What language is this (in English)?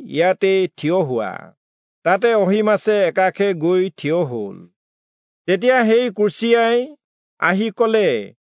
Assamese